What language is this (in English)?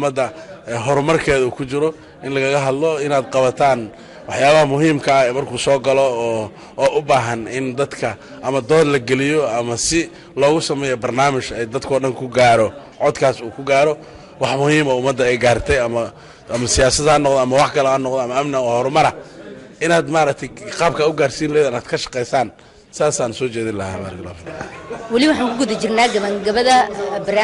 Somali